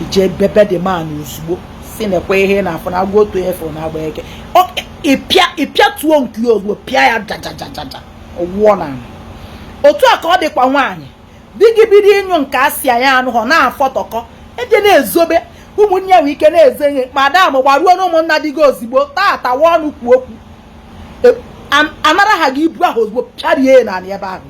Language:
Igbo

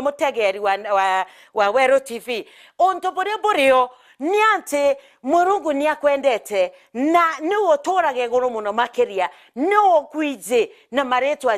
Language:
Meru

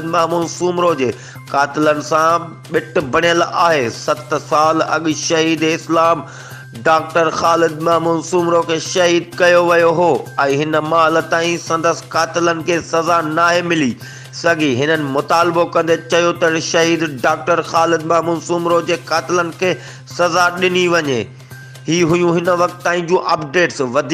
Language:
Sindhi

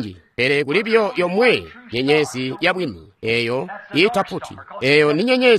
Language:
Tonga (Zambia)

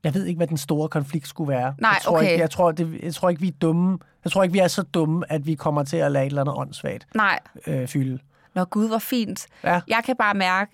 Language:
Danish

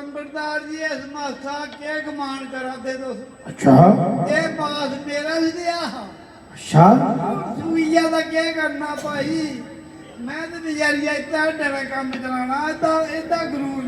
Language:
Dogri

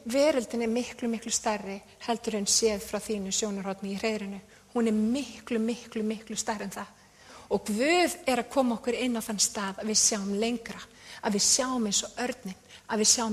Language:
Icelandic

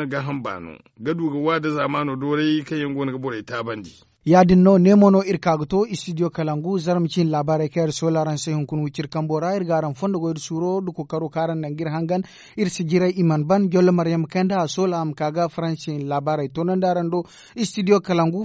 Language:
Zarma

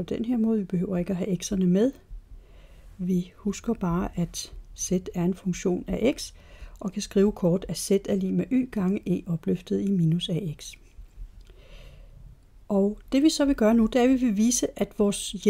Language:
Danish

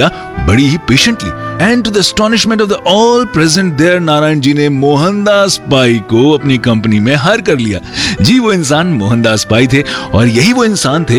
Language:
Hindi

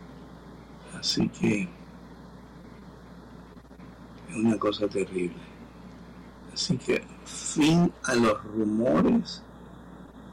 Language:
Spanish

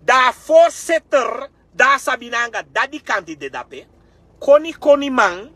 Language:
Sranan Tongo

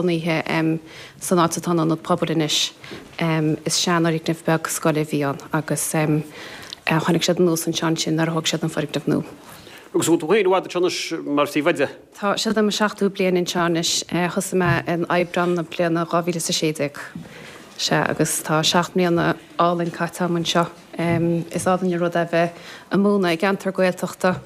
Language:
Irish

